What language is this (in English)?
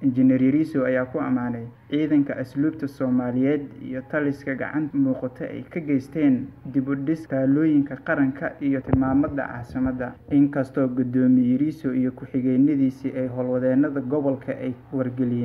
Somali